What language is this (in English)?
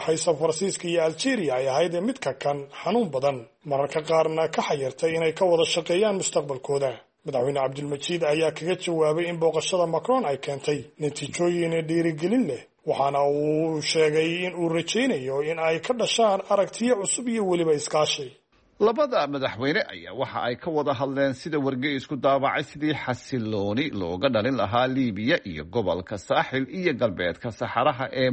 Somali